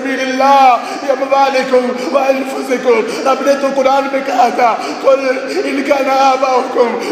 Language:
Urdu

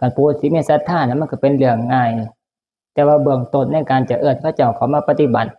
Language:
Northeastern Thai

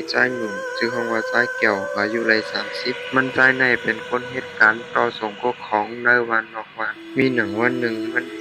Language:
Shan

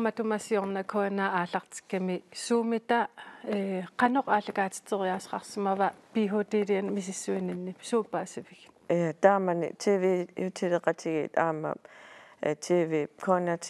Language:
Kalaallisut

